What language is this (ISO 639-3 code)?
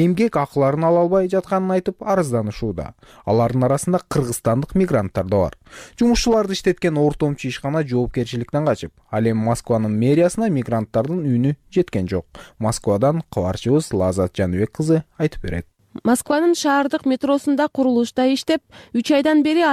kir